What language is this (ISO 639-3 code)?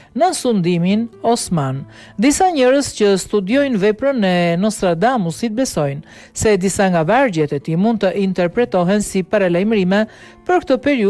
sqi